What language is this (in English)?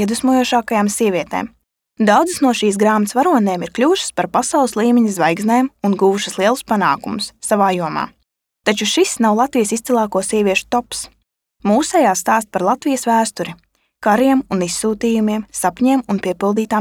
Latvian